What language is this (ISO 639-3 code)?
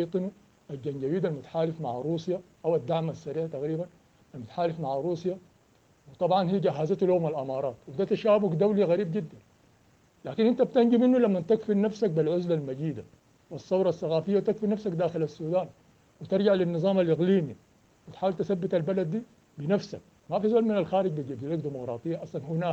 apd